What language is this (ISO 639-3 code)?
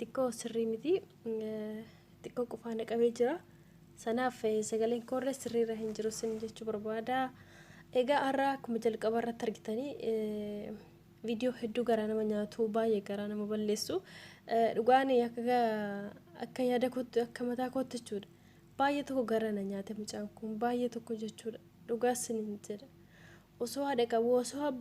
orm